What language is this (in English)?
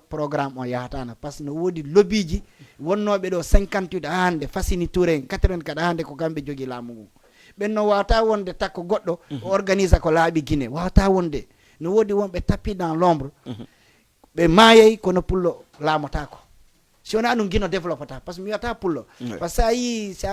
Fula